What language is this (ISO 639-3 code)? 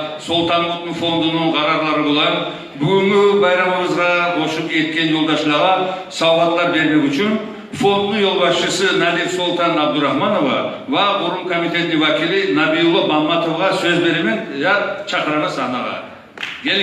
kum